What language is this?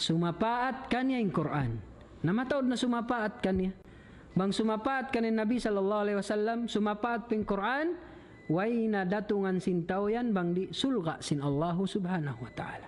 Tausug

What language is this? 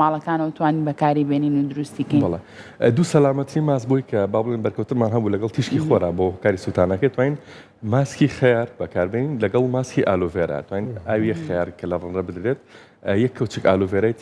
Central Kurdish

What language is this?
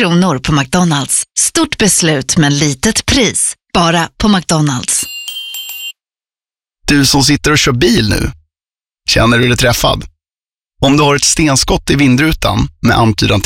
Swedish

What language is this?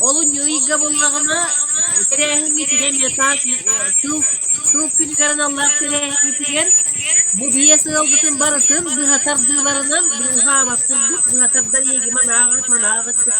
Yakut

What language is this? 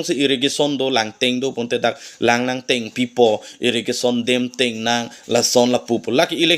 Karbi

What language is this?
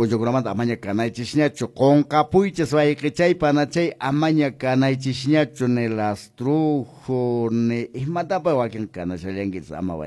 Quechua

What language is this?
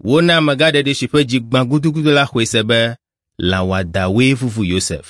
Ewe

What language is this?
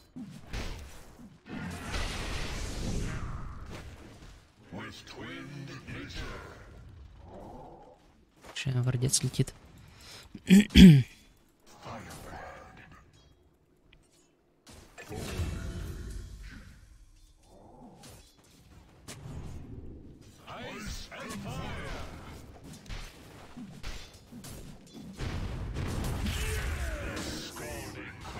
Russian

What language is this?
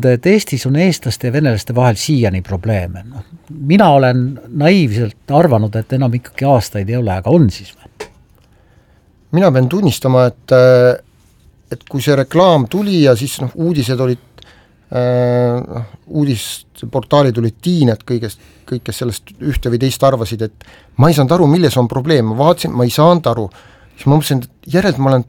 Estonian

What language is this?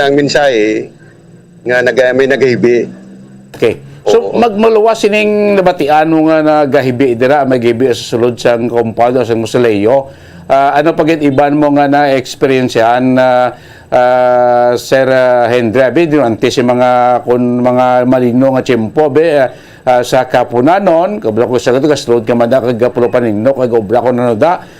Hiligaynon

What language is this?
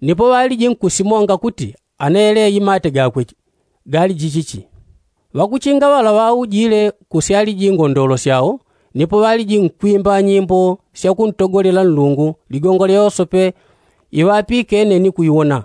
Yao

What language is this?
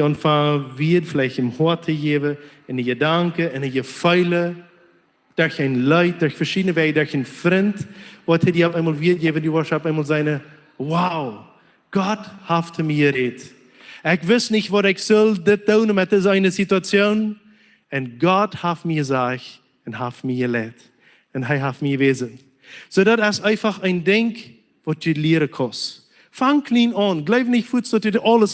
Plautdietsch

